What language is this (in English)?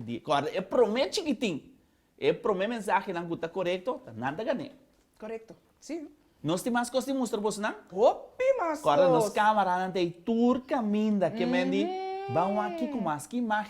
Papiamento